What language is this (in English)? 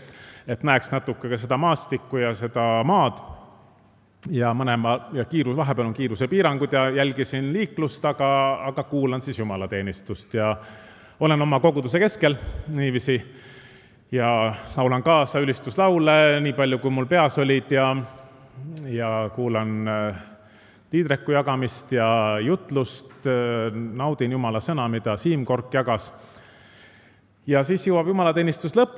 Estonian